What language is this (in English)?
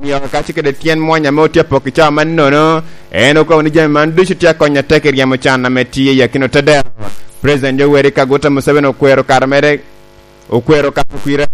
Lango (Uganda)